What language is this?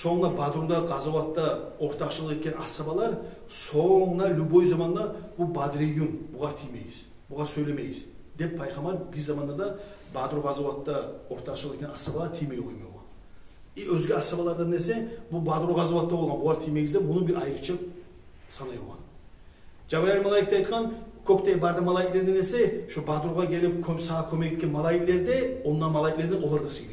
Kumyk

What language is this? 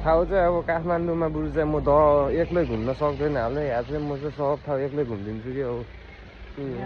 Nepali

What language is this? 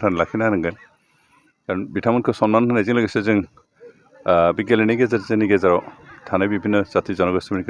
Bodo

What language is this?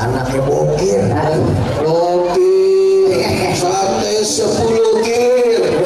Betawi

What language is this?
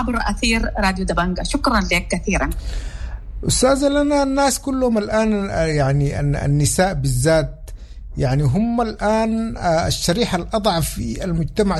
Sudanese Arabic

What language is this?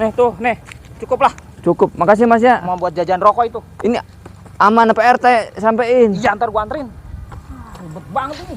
Betawi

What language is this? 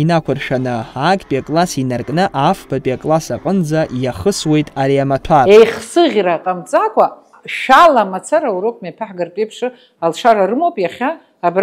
Abkhazian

